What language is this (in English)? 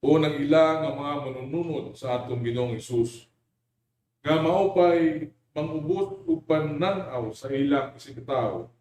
Cebuano